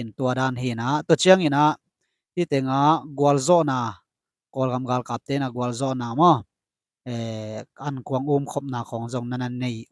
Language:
Tedim Chin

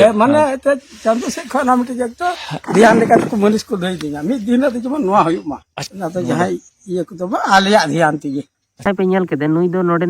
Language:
Santali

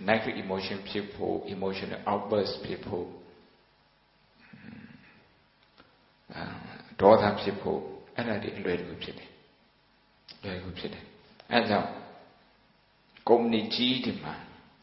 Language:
Burmese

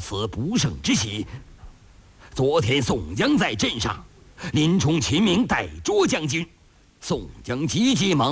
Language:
Chinese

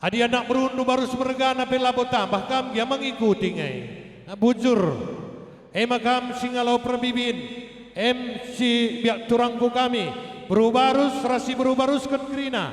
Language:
Batak Karo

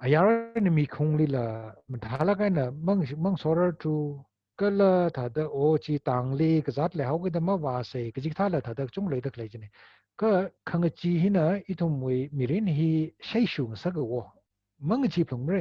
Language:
Tangkhul Naga (India)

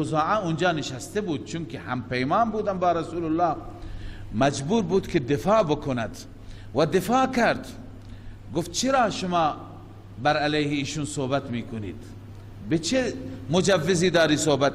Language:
Persian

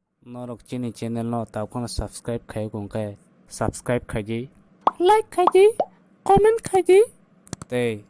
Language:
Kok Borok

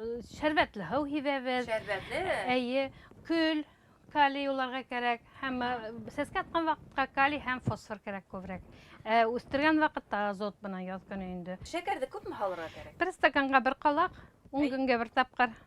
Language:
Bashkir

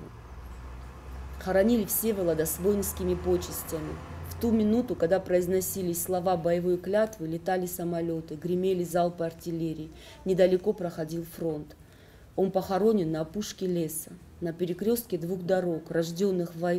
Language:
Russian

